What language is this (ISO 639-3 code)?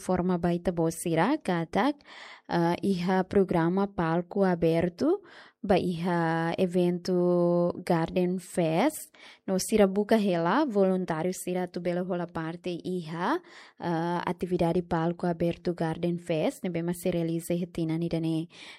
tet